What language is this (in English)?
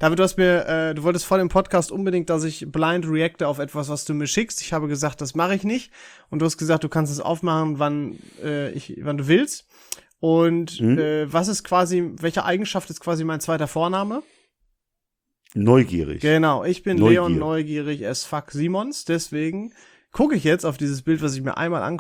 German